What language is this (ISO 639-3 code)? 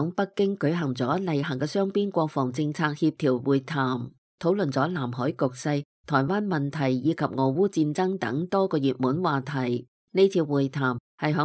yue